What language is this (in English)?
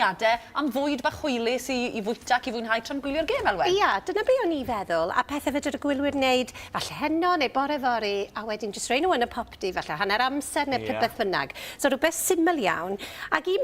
Welsh